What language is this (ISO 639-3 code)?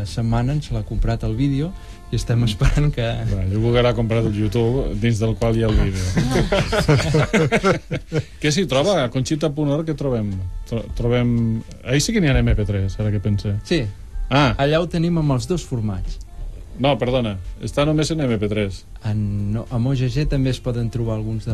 cat